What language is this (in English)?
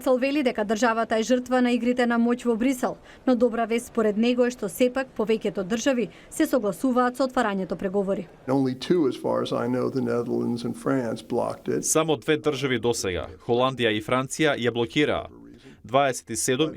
Macedonian